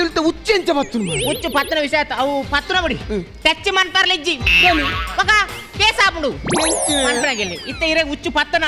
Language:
Tulu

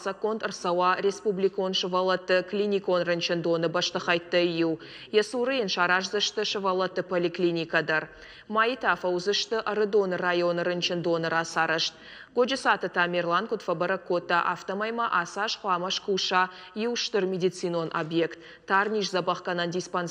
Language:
Ossetic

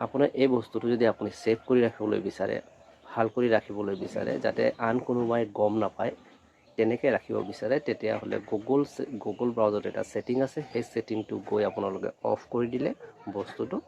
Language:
Assamese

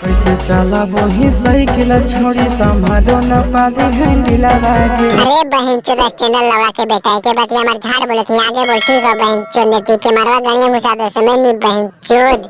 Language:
Magahi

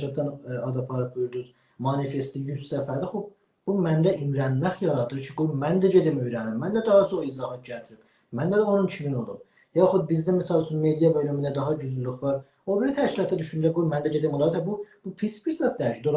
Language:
South Azerbaijani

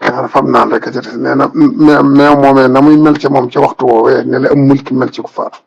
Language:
Wolof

